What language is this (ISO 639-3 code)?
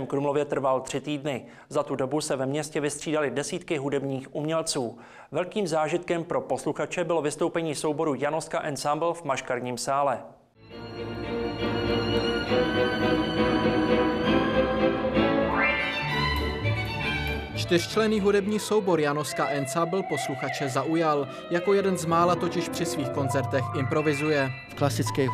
ces